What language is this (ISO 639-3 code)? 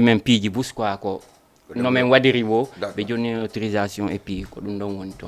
ful